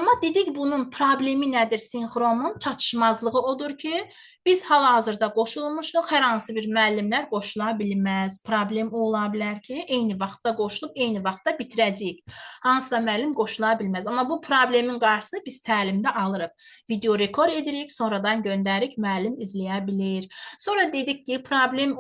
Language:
Azerbaijani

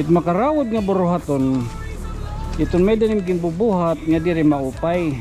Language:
Waray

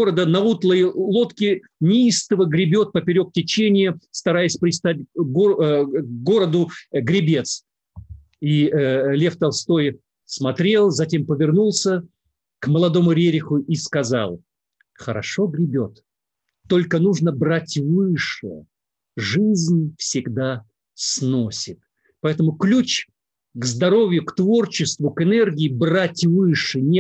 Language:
Russian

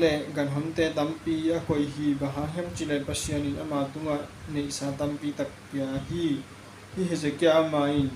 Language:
Tedim Chin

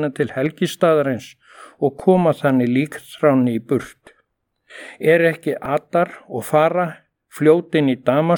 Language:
Icelandic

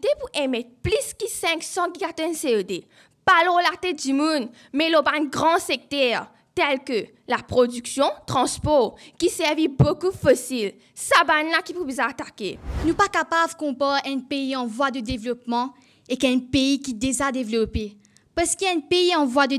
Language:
Morisyen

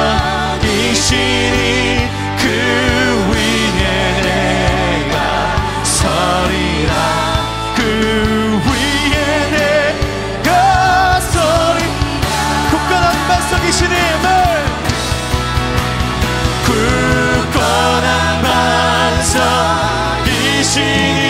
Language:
Korean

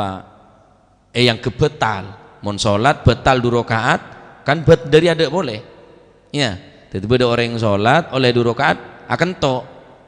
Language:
Madurese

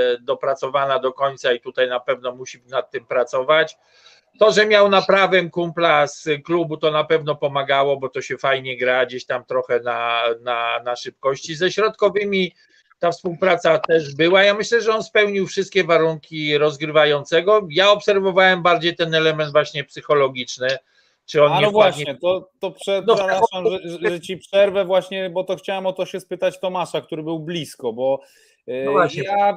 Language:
Polish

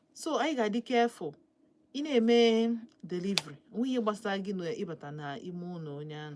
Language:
Igbo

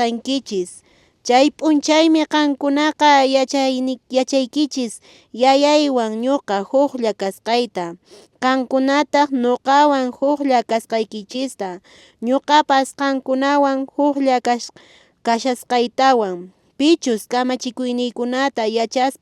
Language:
Quechua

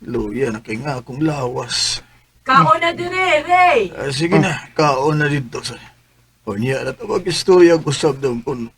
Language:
Cebuano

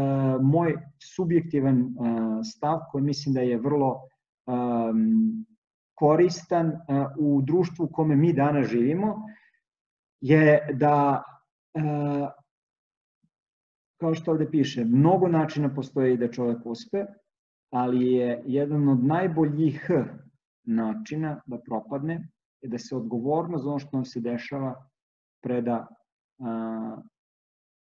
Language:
Serbian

